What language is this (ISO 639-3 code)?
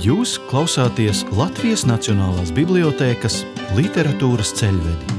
lav